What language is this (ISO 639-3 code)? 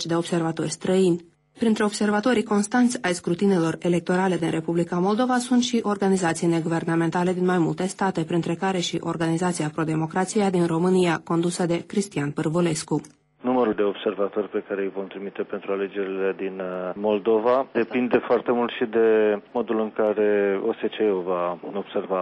ron